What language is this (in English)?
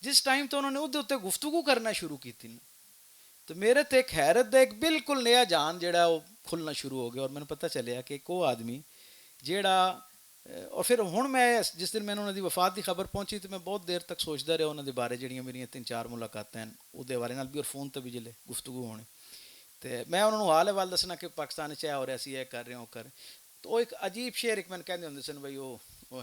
Western Panjabi